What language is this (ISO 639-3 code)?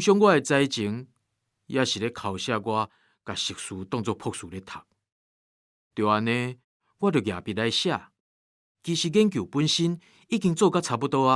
nan